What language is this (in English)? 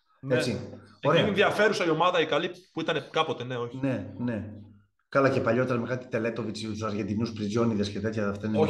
Greek